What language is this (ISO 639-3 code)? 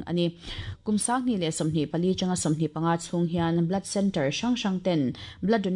lus